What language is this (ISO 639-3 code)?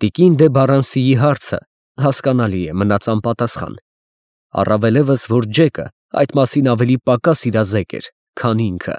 hye